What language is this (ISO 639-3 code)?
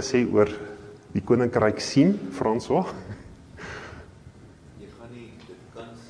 afr